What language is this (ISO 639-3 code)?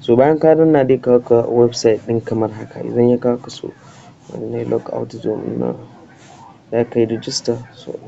hau